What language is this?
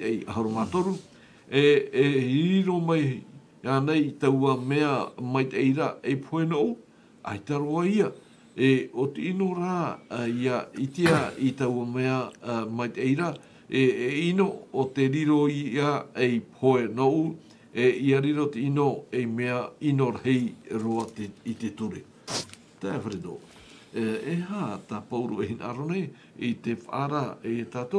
Tahitian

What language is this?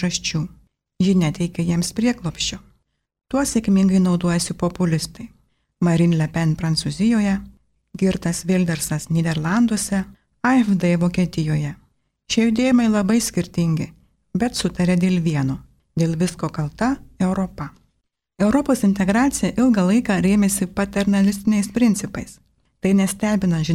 Lithuanian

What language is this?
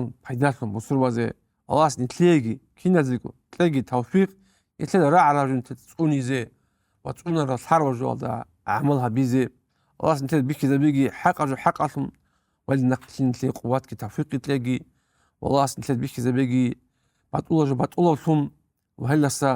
Avaric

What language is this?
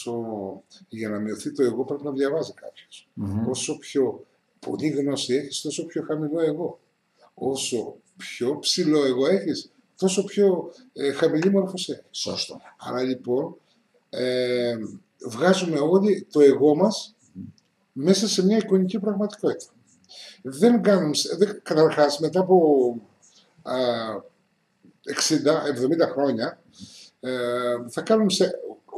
Greek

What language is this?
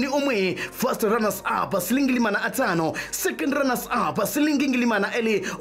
Kamba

